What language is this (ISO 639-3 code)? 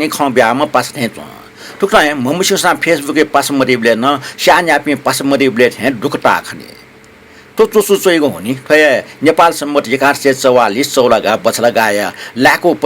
new